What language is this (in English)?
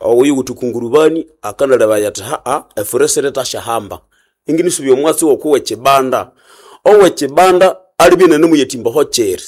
Nande